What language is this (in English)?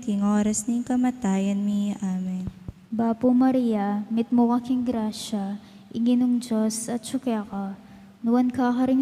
Pampanga